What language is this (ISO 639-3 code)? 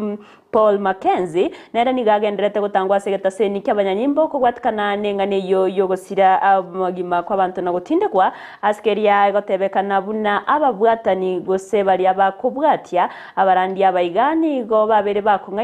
guz